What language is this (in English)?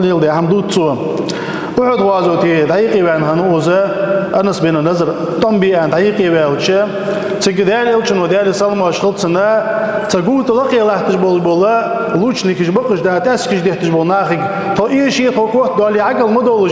Ingush